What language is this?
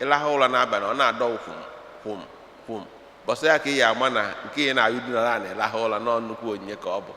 Igbo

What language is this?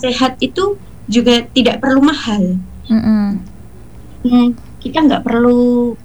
Indonesian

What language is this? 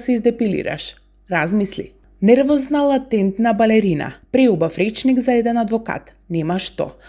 Macedonian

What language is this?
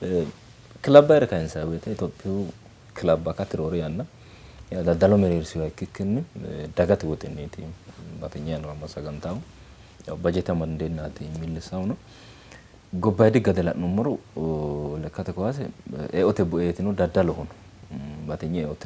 Sidamo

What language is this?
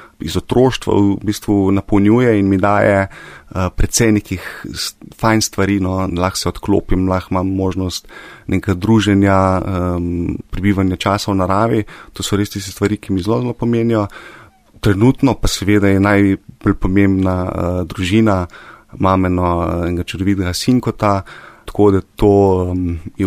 Slovenian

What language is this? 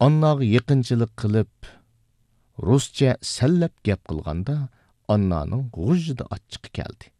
Uyghur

